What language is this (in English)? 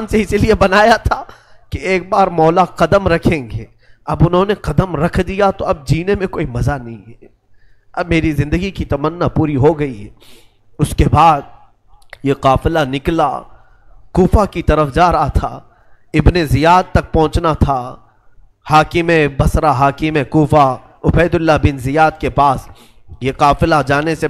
Urdu